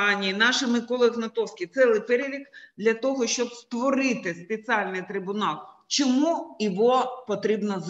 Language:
Ukrainian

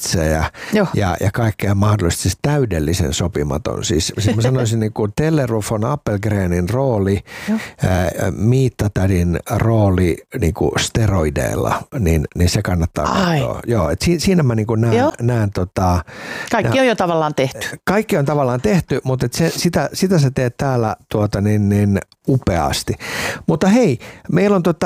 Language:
Finnish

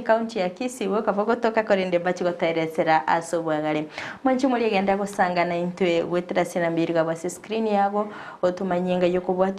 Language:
Gusii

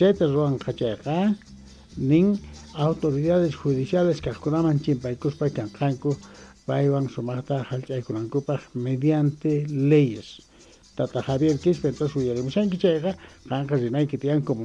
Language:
Quechua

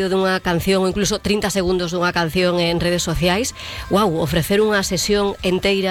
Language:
Galician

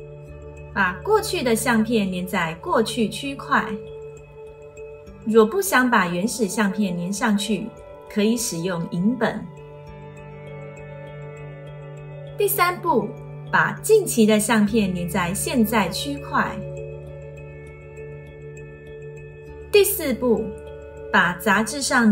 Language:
Chinese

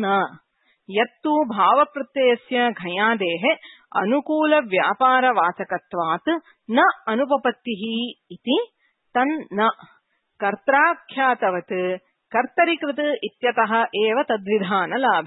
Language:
Sanskrit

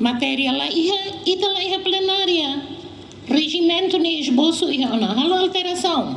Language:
Tetum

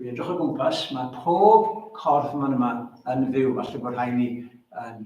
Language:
Welsh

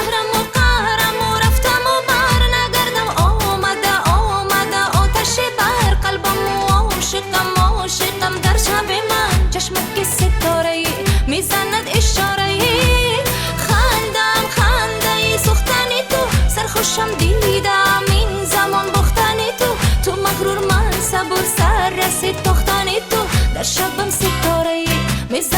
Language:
Tajik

